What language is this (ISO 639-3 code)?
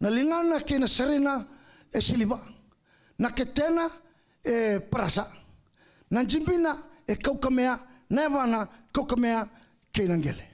fij